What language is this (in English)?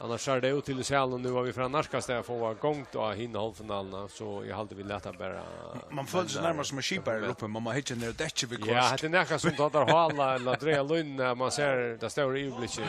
Faroese